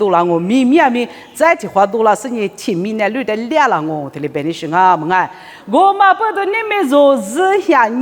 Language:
Lisu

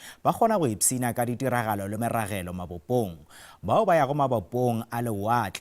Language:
Northern Sotho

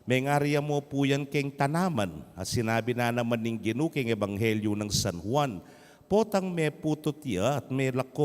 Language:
Pampanga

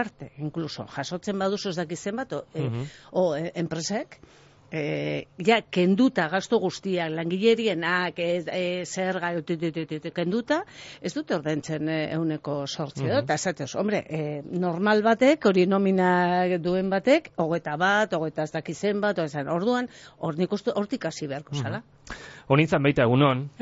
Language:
Basque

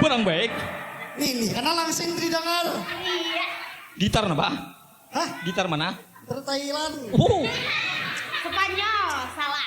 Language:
Banjar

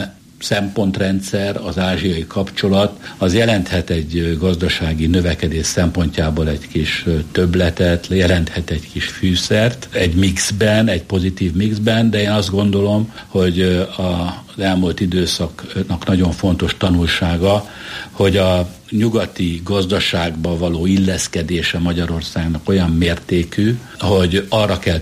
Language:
Hungarian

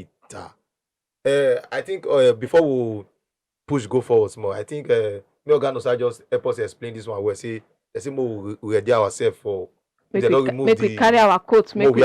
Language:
Nigerian Pidgin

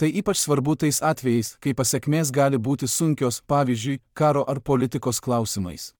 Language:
Lithuanian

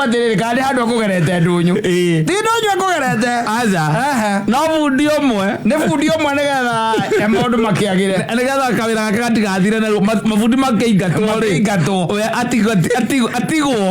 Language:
Kikuyu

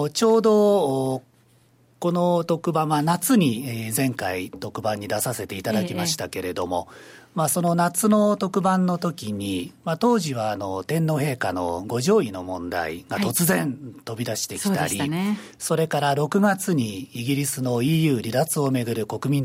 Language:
Japanese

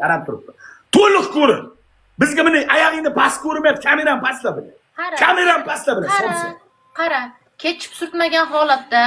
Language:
Uzbek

